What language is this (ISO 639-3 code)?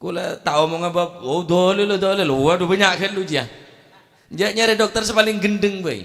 mad